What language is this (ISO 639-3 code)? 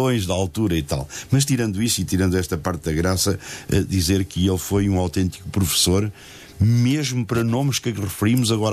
por